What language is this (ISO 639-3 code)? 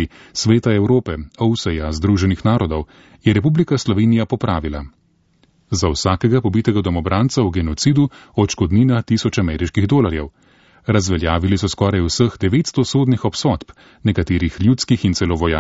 slv